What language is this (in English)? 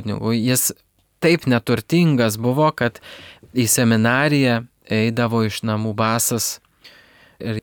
Lithuanian